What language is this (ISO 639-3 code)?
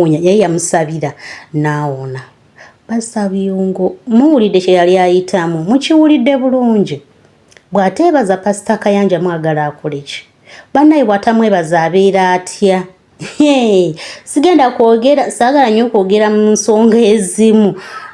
lug